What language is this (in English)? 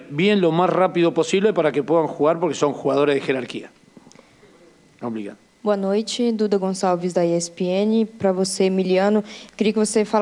Portuguese